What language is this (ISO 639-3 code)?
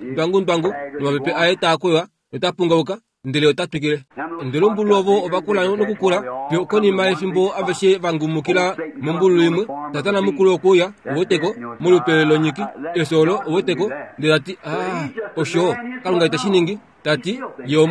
kua